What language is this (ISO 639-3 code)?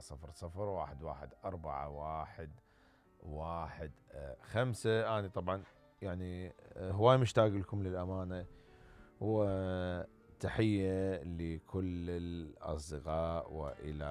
acm